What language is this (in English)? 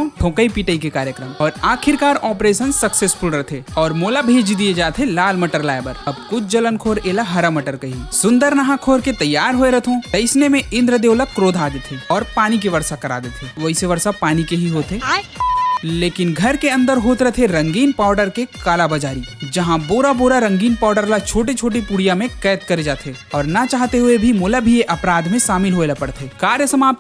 Chhattisgarhi